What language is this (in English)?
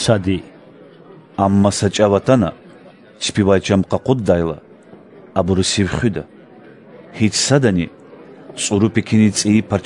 Lezghian